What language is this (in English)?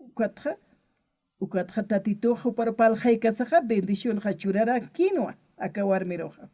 Aymara